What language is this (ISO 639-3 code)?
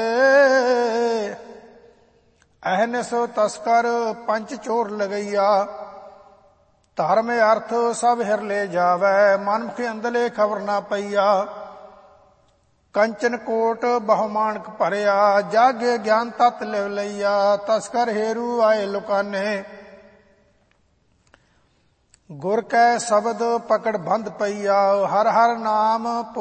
pan